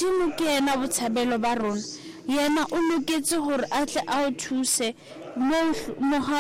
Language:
Southern Sotho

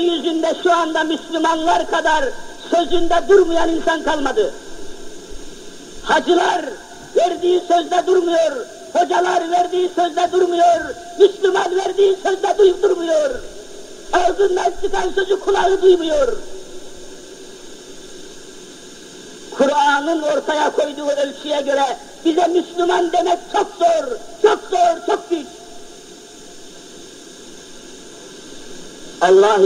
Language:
Turkish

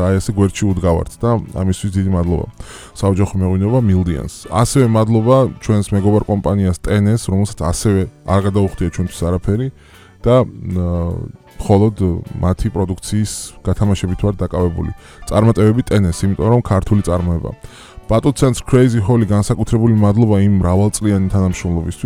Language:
Georgian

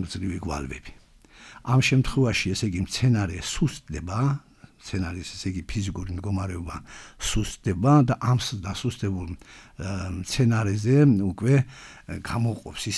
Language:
Georgian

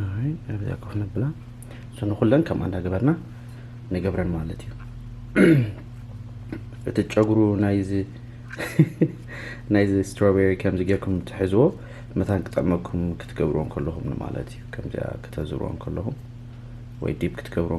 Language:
Tigrinya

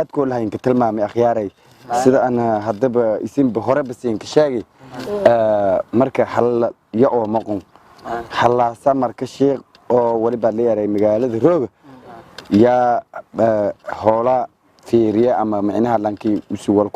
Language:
Somali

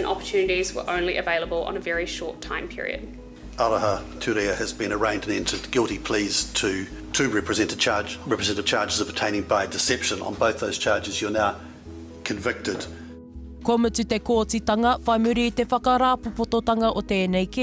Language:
Māori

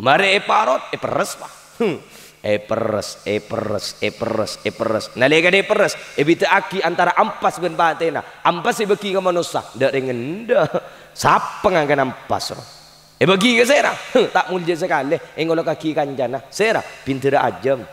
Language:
Madurese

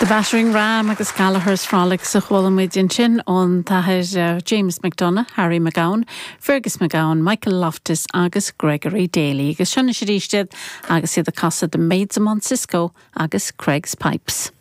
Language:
Irish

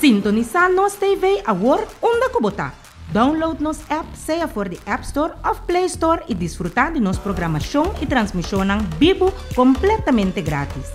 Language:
Papiamento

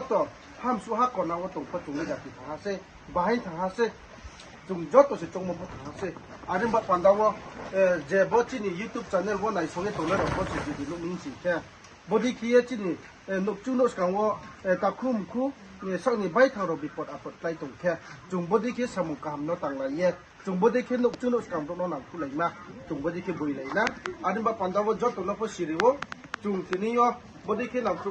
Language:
Riang (India)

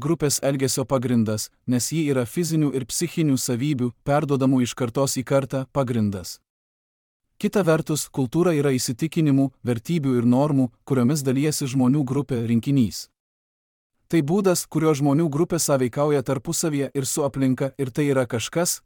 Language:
Lithuanian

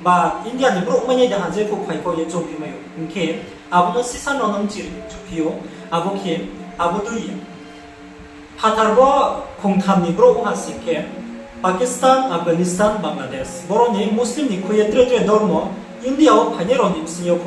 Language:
Riang (India)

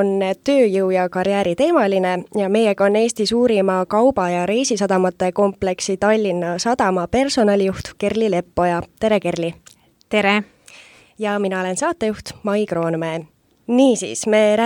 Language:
Estonian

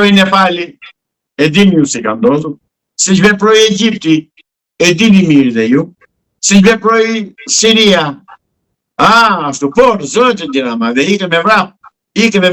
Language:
Albanian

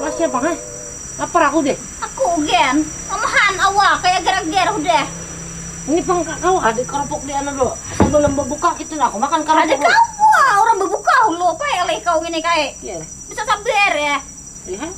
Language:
Banjar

